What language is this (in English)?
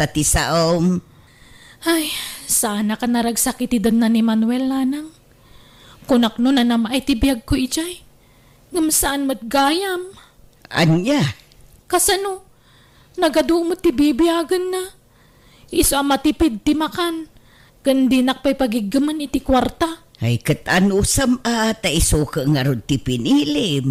Iloko